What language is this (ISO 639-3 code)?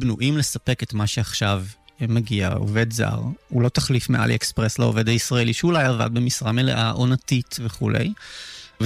heb